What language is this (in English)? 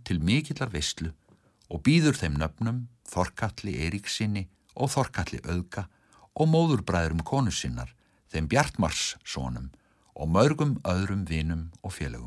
Icelandic